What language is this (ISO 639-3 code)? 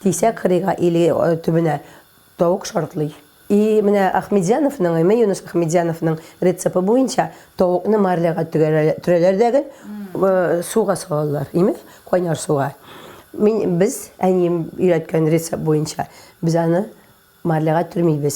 tat